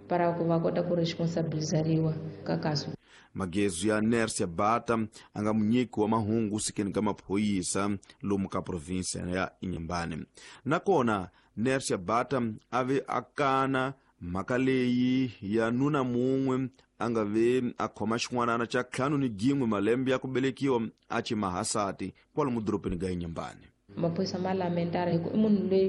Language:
Tsonga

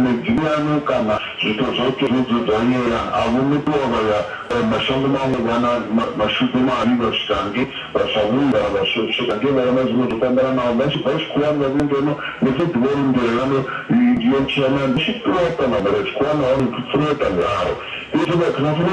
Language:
Venda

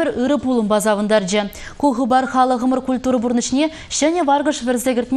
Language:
Chuvash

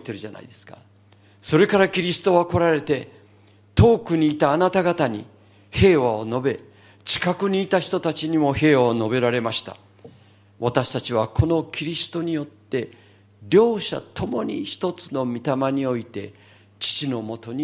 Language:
Japanese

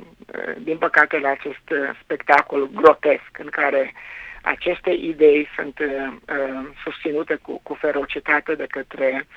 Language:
Romanian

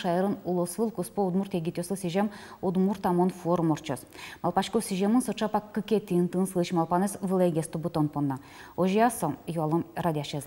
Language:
Udmurt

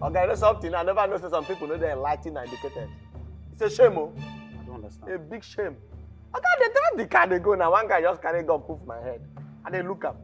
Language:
Nigerian Pidgin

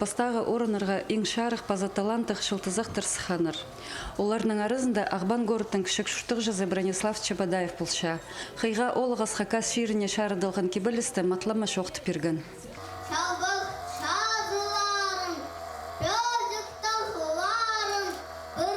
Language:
Khakas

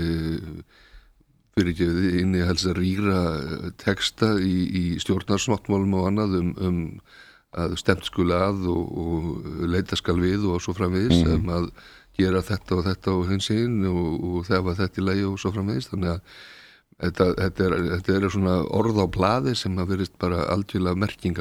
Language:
Icelandic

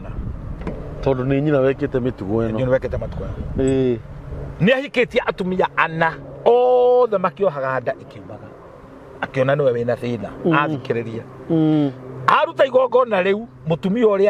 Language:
Kikuyu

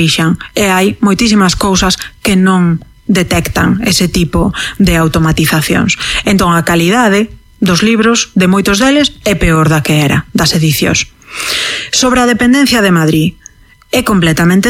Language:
Galician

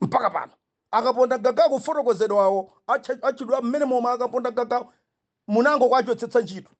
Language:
Nyanja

